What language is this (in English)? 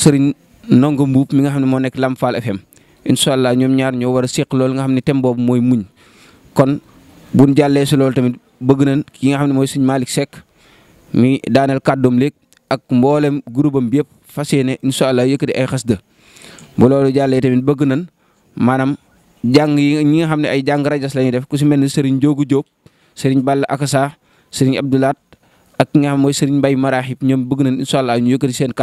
Wolof